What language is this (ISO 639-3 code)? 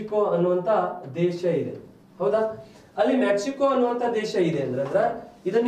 kan